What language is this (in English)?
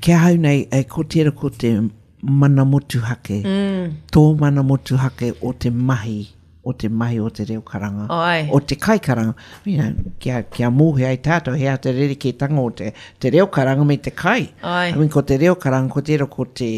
Māori